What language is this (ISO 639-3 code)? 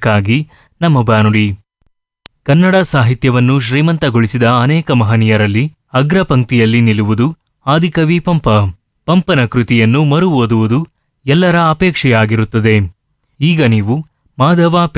kan